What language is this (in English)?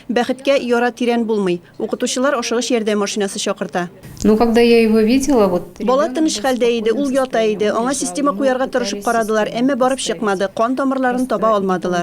Tatar